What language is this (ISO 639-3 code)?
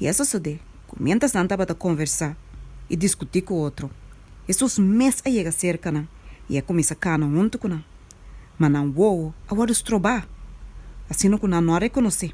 pap